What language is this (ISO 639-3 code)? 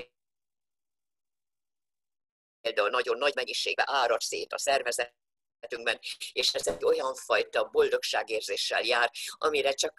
hun